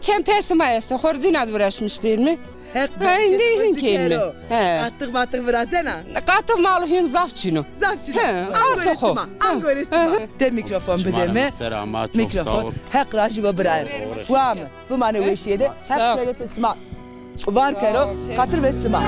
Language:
Zaza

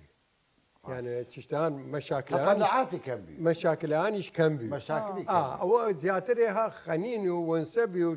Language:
Southern Kurdish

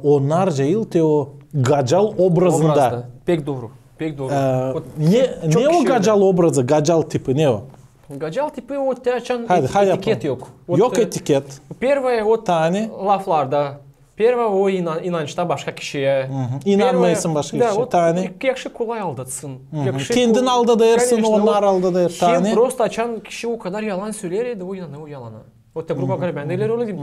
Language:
Gagauz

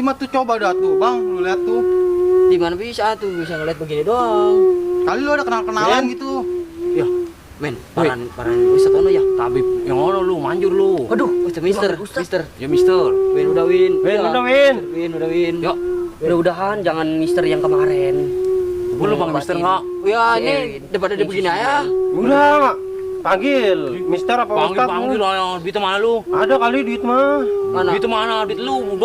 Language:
Betawi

